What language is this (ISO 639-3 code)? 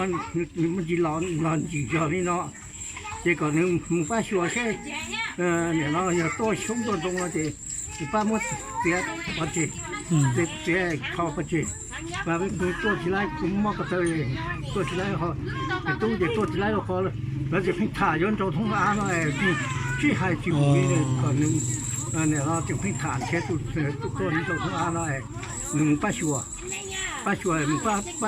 hmn